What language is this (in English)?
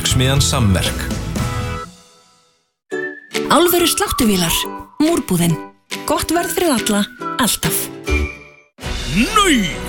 Icelandic